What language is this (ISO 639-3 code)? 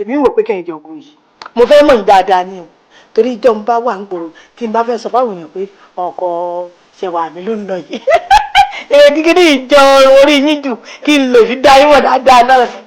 yor